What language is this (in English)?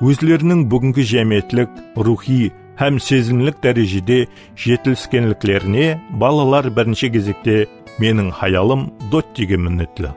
Kara-Kalpak